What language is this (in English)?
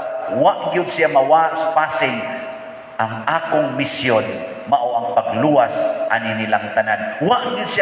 Cebuano